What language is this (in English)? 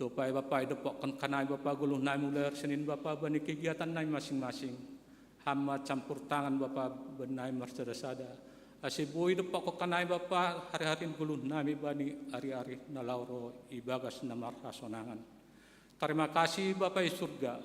Batak Simalungun